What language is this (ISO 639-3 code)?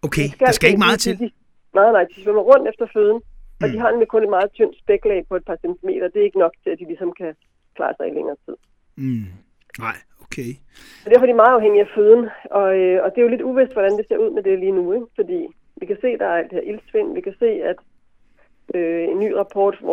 dan